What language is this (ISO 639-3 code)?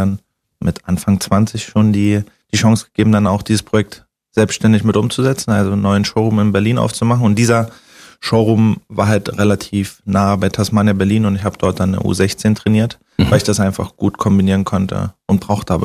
deu